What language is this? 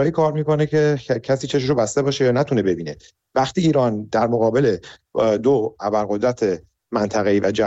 Persian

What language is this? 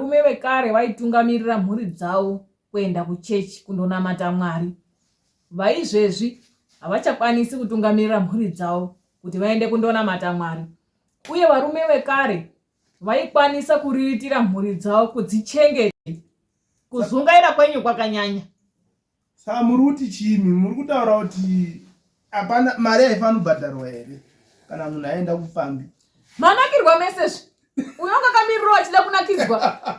Shona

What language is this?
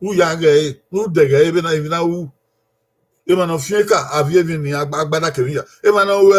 Bini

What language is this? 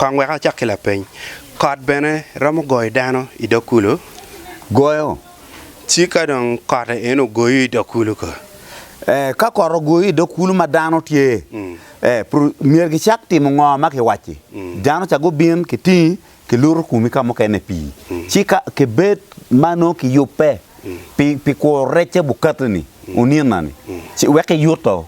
Acoli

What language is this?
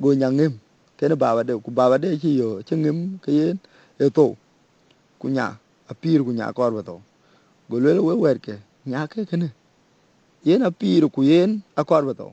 Dinka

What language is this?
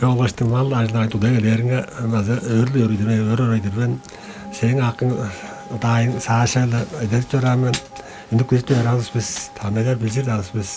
Tuvinian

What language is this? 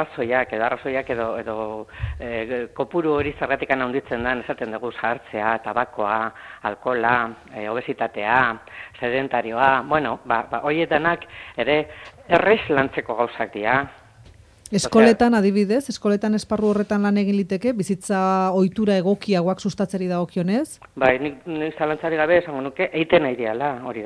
Basque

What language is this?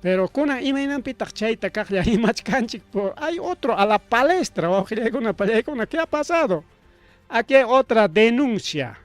Ayacucho Quechua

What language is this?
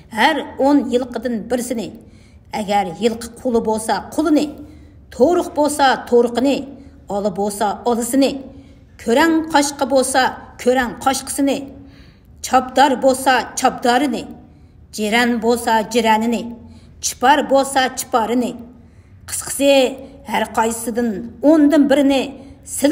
Uyghur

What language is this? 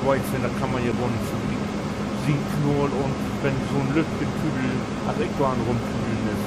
Low German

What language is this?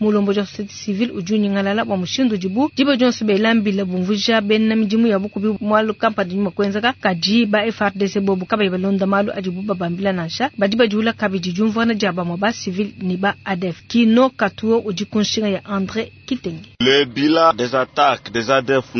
Luba-Lulua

